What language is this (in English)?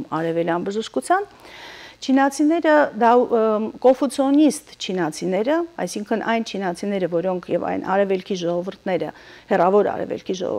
Armenian